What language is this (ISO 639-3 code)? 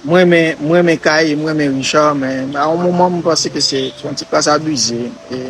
hat